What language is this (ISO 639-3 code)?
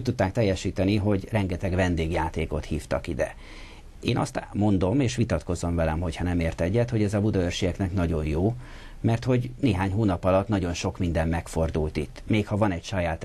hun